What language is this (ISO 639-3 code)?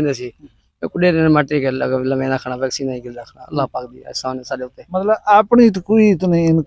skr